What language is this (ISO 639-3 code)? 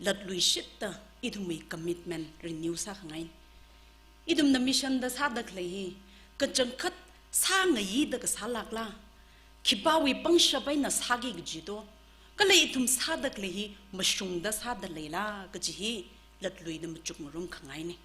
nmf